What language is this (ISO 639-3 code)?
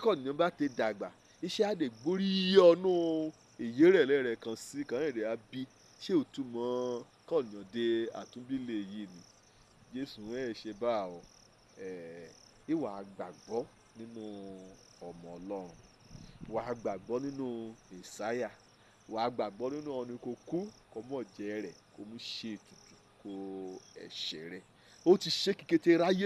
yor